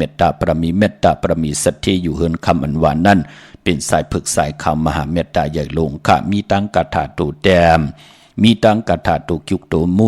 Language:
Shan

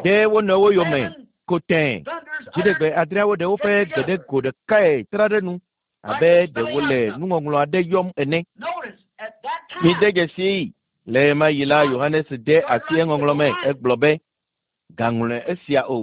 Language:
Ewe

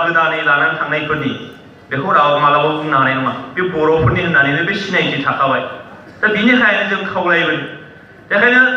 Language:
Bodo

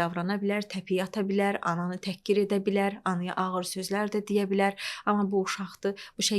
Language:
Azerbaijani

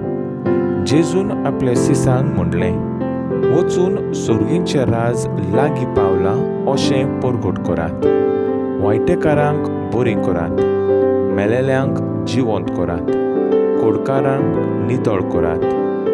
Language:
Konkani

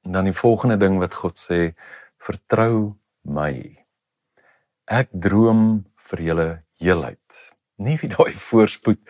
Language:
Afrikaans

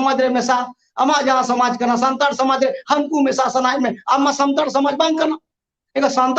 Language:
Santali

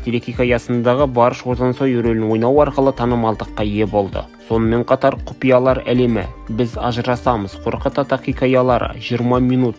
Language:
Kazakh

